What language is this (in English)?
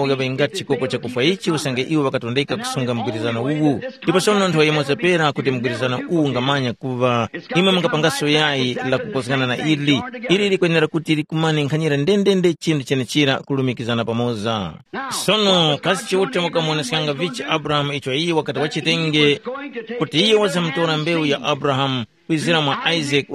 Tumbuka